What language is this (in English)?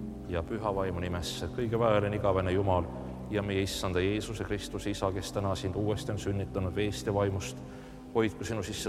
Estonian